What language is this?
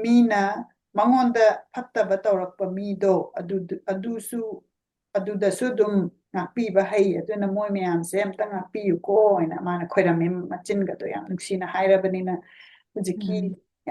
Manipuri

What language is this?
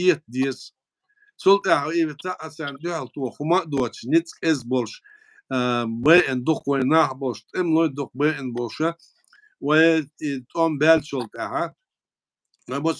Chechen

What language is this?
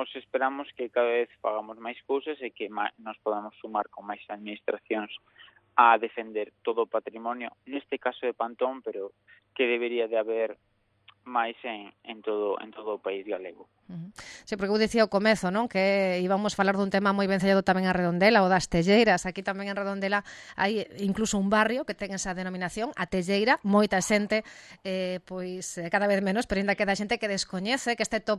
Galician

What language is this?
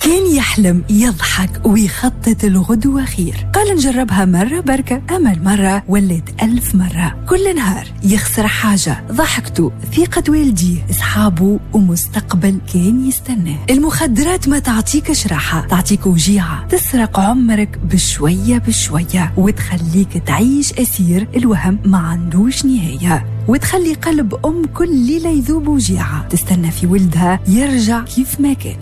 Tunisian Arabic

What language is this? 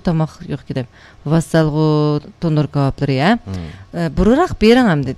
Uyghur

